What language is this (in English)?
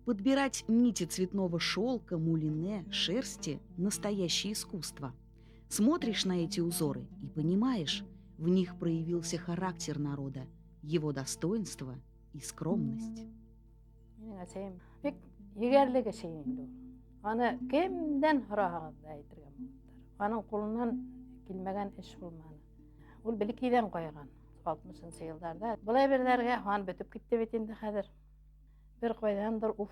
Bashkir